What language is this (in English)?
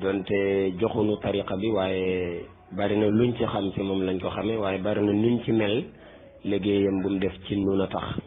Wolof